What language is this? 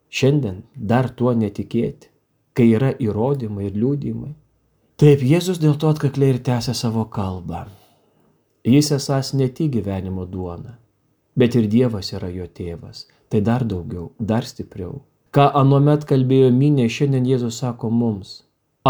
Lithuanian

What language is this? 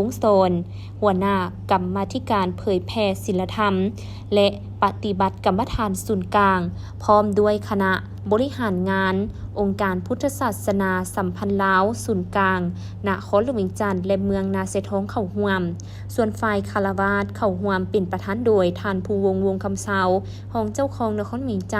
Lao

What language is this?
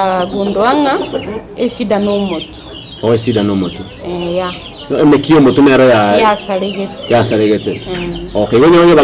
Gusii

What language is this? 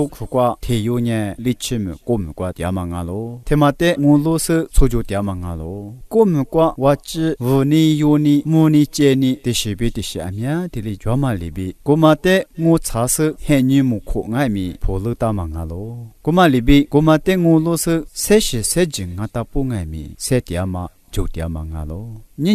Lisu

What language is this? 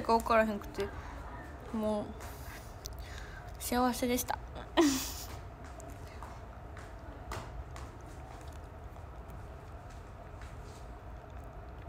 Japanese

